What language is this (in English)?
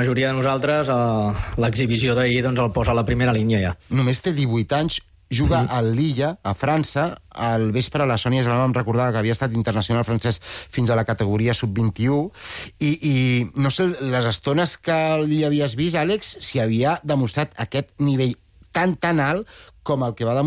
Catalan